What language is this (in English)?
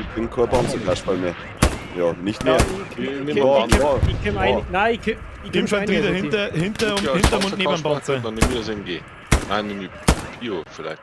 Bavarian